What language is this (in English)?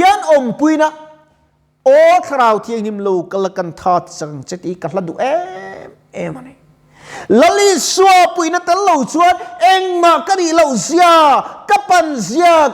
Mizo